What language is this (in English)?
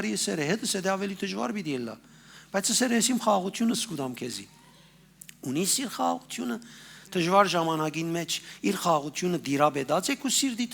Western Armenian